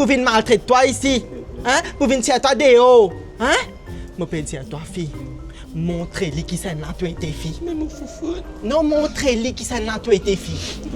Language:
Morisyen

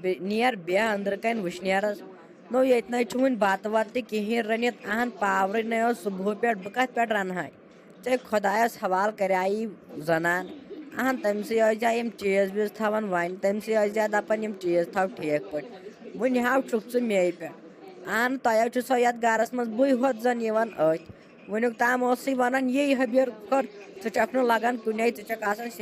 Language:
Kashmiri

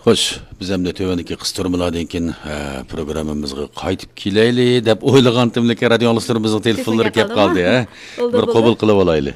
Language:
Uyghur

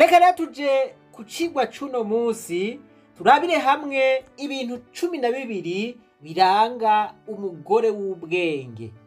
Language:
Rundi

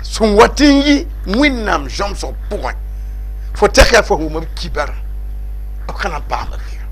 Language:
Mossi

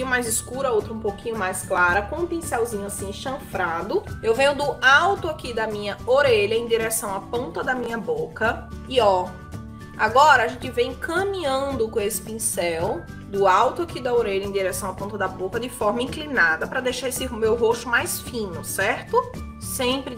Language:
Portuguese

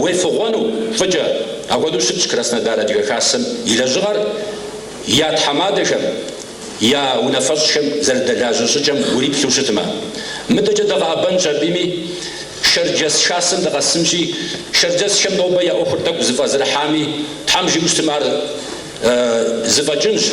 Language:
Kabardian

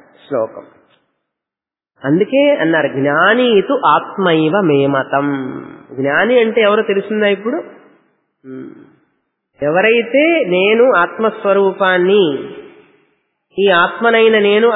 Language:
Telugu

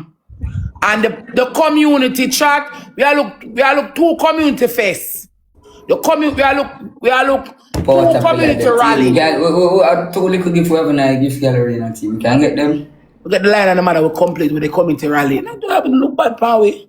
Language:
Jamaican Creole English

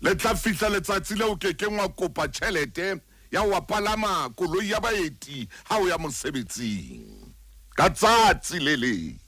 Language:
Southern Sotho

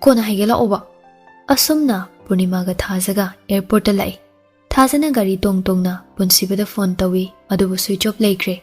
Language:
Manipuri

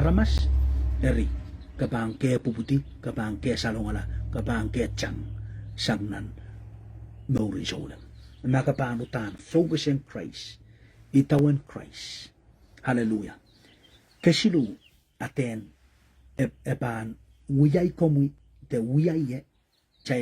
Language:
Pohnpeian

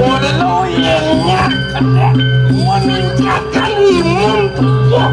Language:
Balinese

